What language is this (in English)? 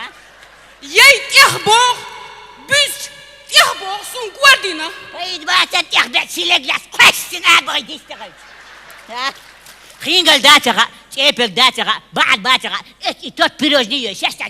Chechen